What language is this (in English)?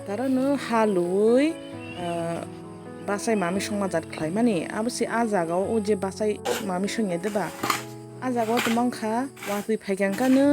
Kok Borok